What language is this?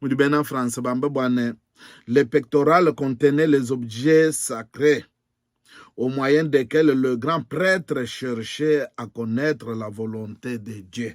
Luba-Lulua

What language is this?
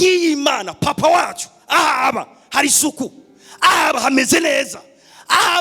Rundi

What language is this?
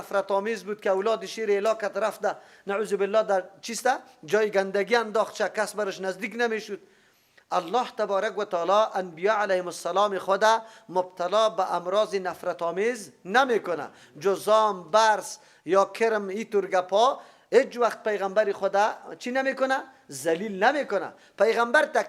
Persian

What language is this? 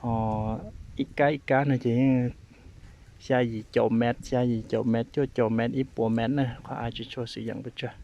Hmong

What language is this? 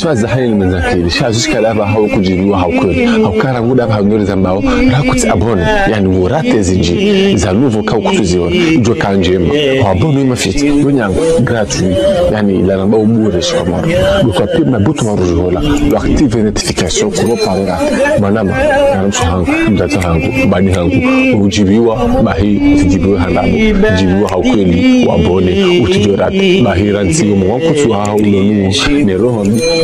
Ngazidja Comorian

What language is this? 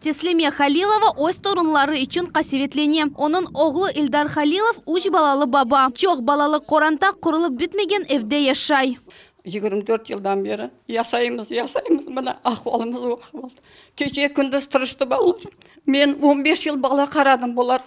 Crimean Tatar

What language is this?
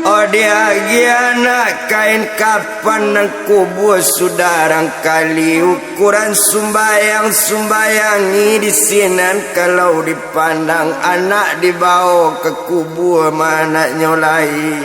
Minangkabau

